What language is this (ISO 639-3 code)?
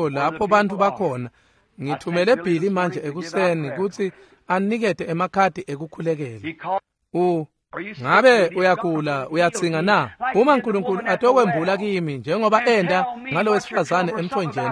ssw